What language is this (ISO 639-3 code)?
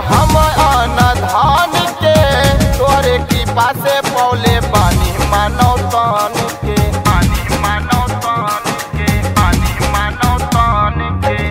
bho